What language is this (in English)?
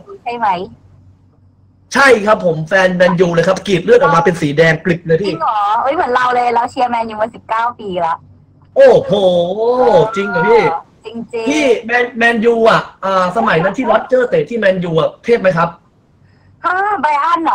Thai